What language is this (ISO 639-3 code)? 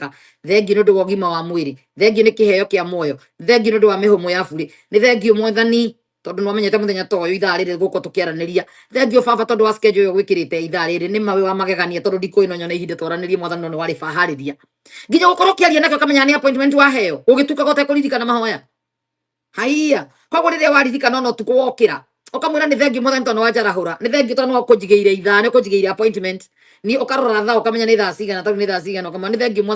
kik